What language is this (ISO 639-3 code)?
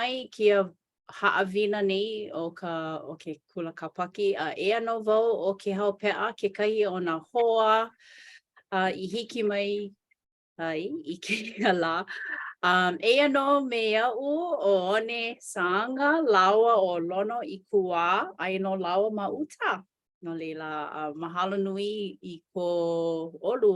haw